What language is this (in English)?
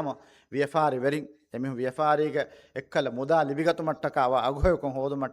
Divehi